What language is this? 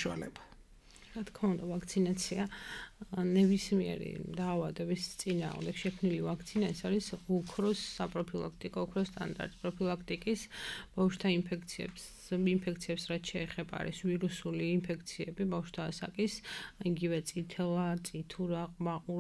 Georgian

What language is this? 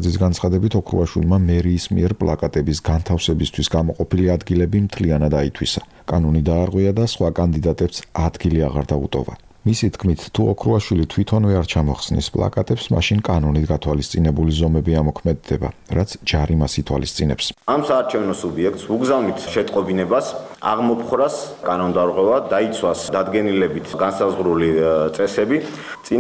Georgian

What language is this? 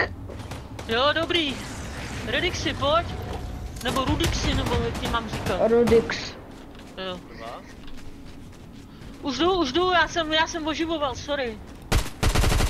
Czech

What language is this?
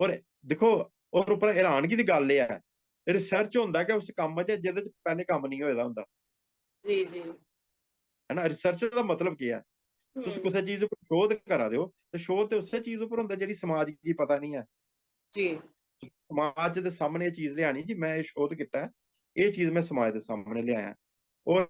Dogri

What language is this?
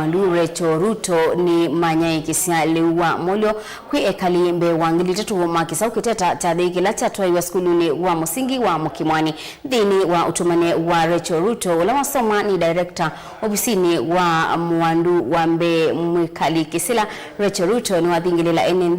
Kamba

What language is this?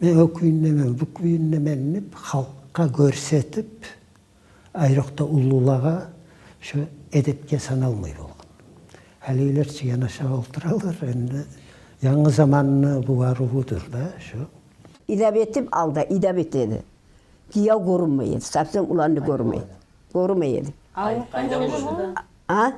Kumyk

